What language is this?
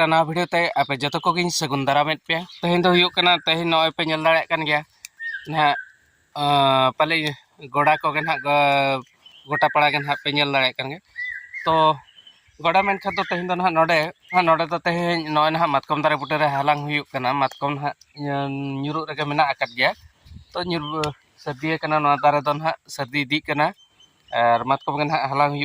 Santali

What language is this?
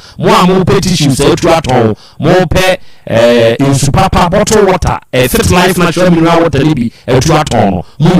Akan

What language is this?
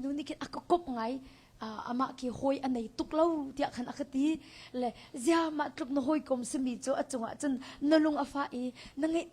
Hakha Chin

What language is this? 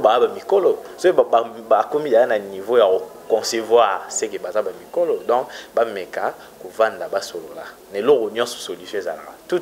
Lingala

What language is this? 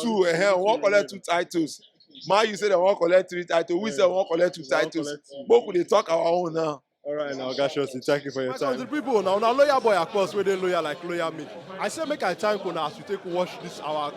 Nigerian Pidgin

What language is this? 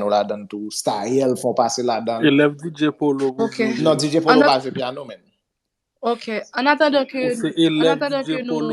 Haitian Creole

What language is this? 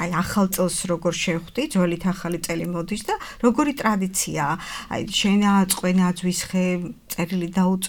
Georgian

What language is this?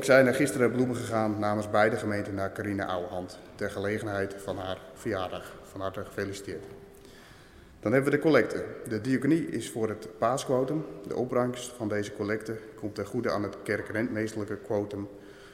Dutch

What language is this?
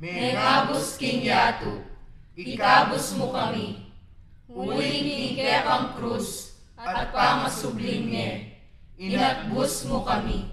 Pampanga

